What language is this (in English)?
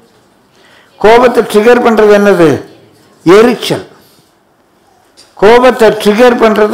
Tamil